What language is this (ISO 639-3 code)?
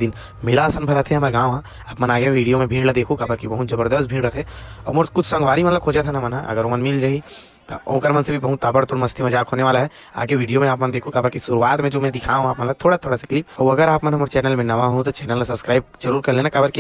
hne